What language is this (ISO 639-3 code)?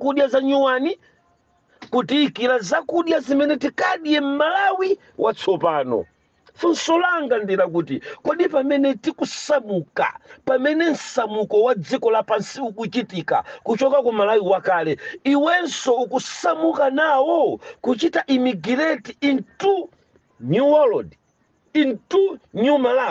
nya